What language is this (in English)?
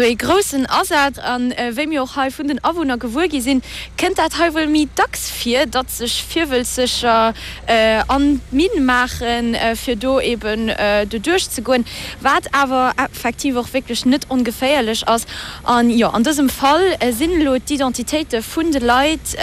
Luxembourgish